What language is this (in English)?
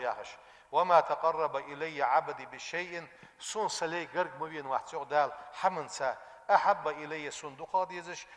Ingush